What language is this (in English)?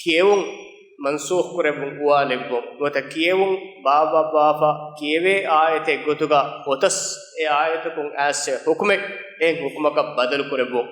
Divehi